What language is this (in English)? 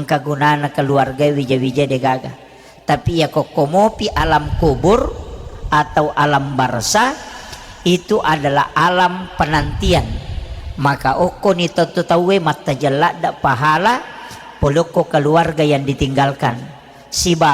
Buginese